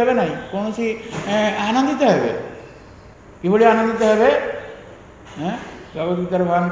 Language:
Odia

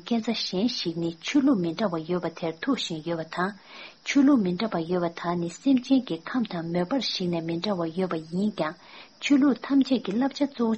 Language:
Tibetan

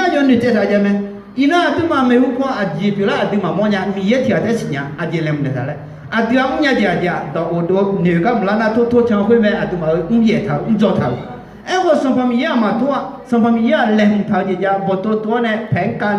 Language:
Akha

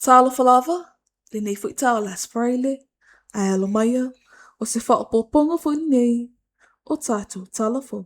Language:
Samoan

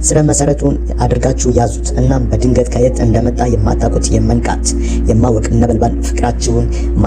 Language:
Amharic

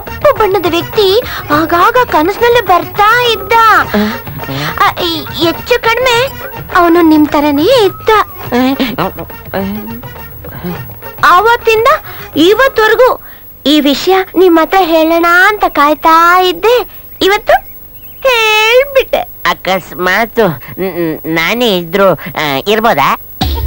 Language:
Kannada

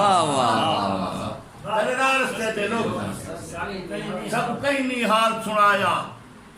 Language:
Saraiki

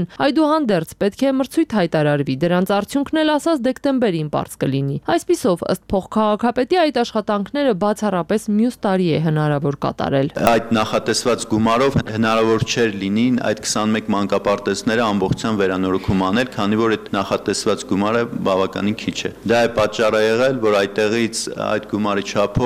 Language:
Armenian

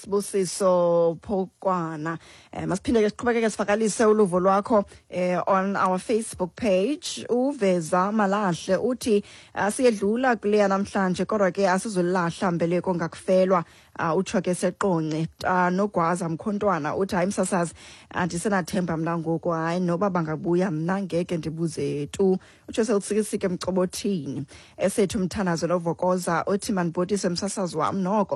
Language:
Xhosa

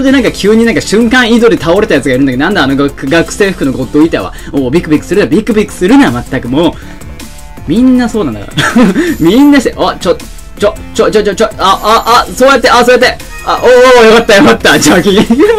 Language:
Japanese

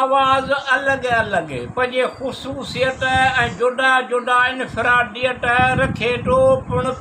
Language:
Sindhi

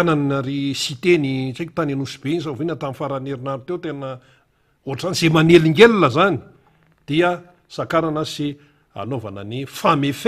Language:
Malagasy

